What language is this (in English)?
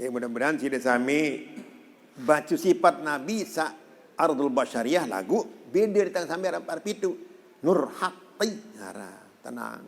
Sasak